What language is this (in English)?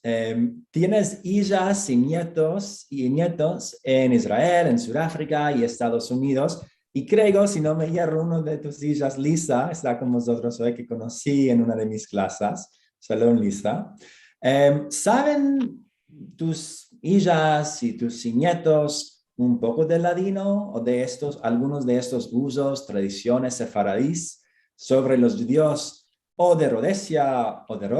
Ladino